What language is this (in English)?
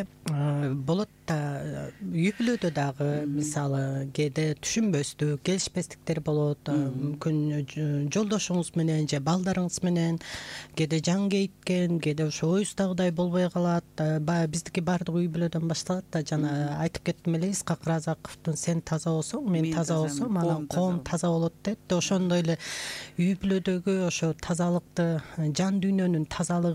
Kyrgyz